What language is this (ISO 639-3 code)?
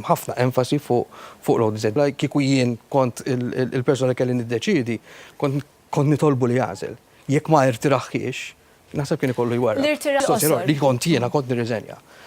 mlt